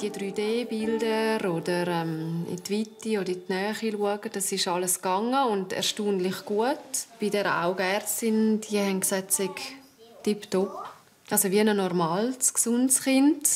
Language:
Swiss German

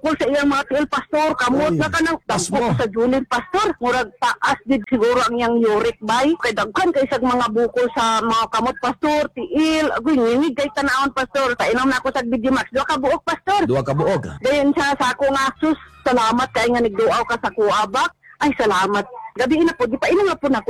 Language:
Cebuano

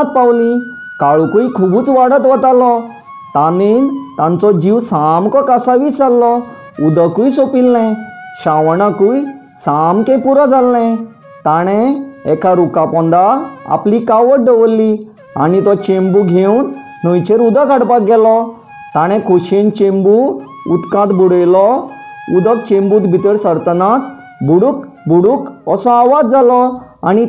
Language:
Konkani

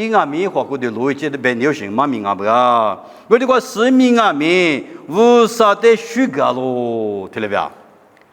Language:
Lisu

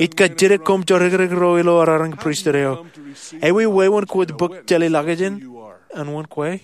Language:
Marshallese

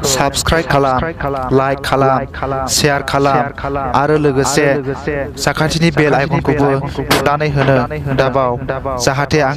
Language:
Bodo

